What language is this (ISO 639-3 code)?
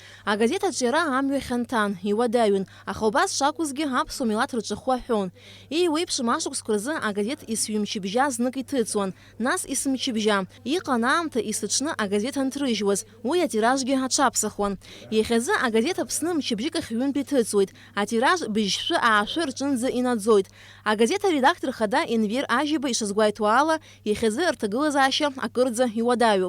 abk